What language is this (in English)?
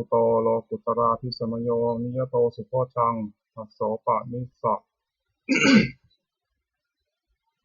Pali